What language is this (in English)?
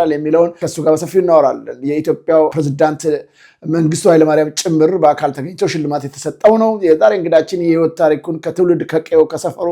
Amharic